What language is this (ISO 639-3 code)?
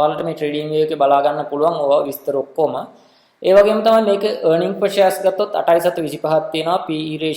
sin